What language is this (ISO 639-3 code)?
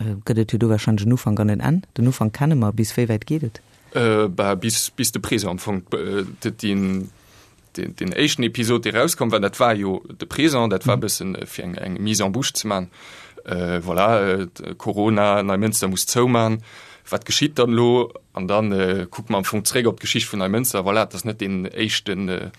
ltz